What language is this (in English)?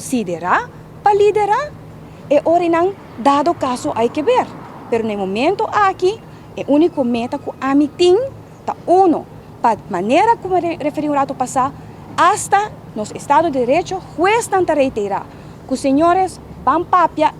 Papiamento